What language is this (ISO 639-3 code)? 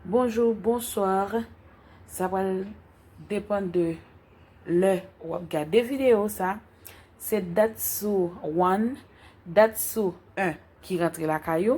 hat